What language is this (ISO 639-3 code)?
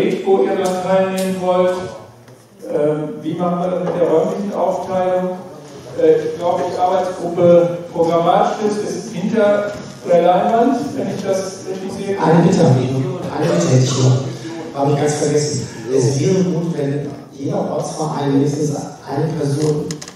deu